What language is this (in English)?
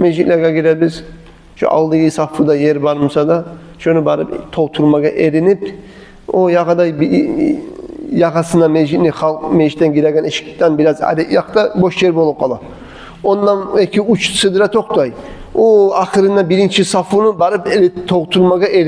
Kumyk